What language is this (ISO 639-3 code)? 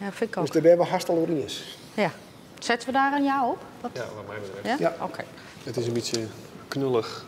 fry